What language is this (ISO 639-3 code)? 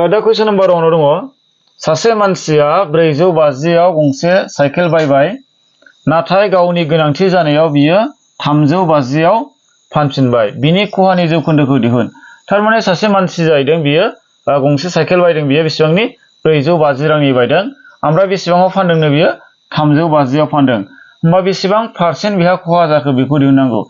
brx